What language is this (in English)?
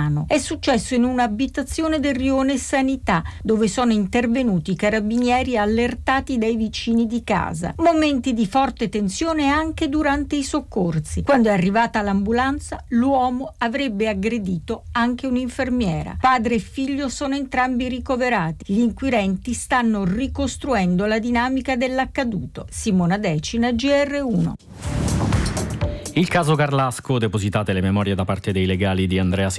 Italian